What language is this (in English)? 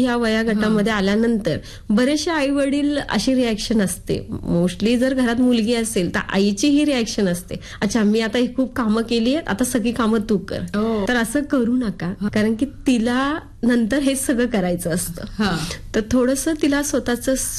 Marathi